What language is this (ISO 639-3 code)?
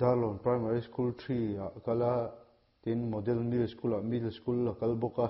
lus